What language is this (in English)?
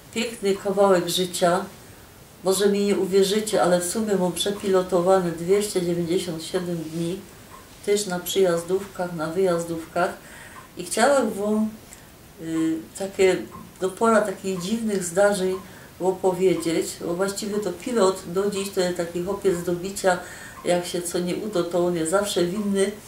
Silesian